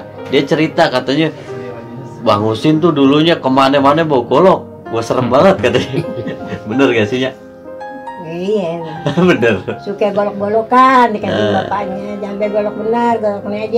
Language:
Betawi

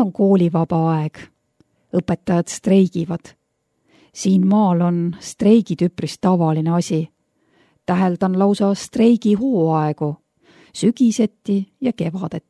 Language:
Estonian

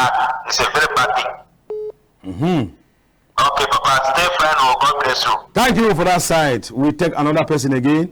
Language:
Cameroon Pidgin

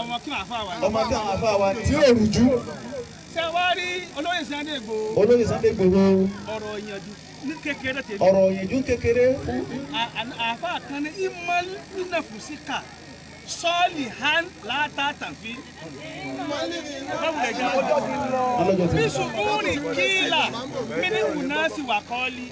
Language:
Yoruba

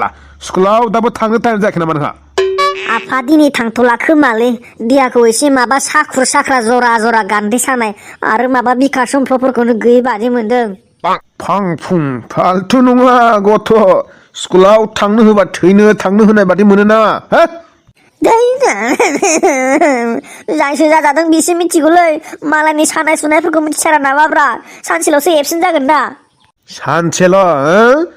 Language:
Bodo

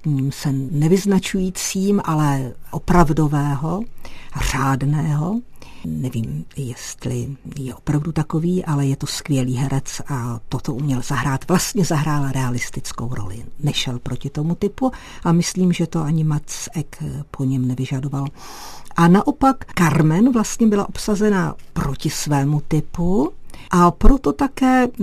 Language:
Czech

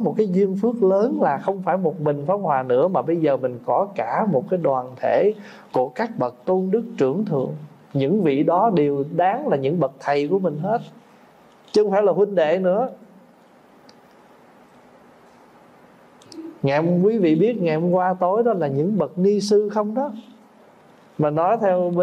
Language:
Vietnamese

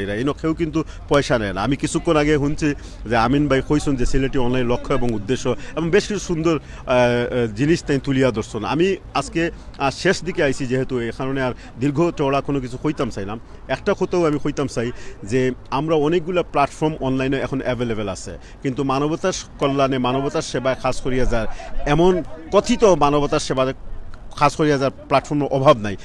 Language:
Sylheti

